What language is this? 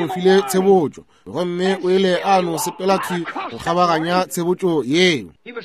Northern Sotho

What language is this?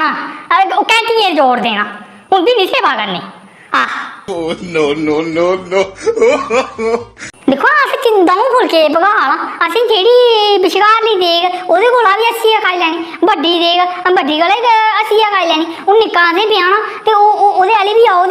Dogri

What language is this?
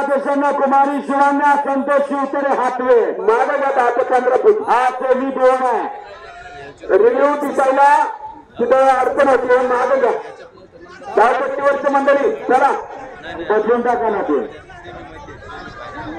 Marathi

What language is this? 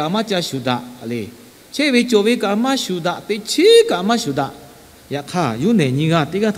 Lahu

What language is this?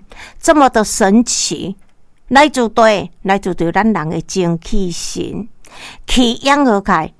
Min Nan Chinese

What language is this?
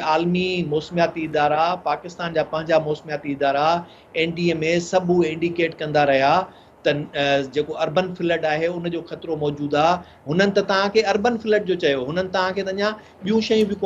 Sindhi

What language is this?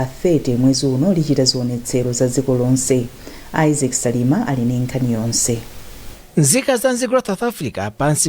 Nyanja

